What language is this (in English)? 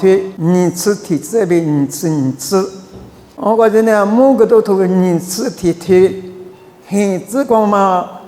Lisu